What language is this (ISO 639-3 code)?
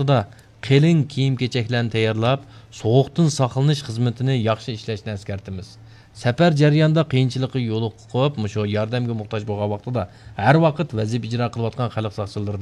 uig